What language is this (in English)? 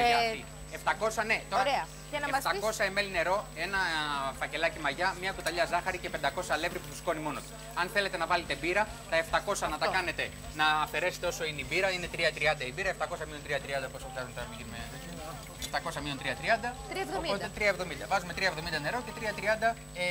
Greek